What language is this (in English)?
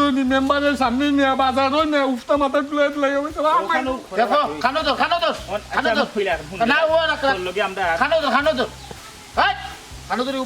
Sylheti